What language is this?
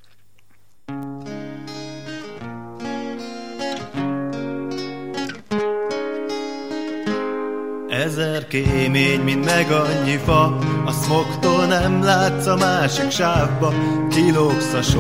Hungarian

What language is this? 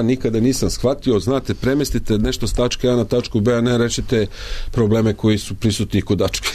Serbian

